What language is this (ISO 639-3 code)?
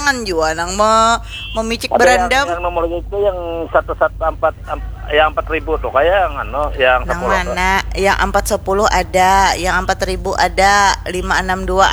bjn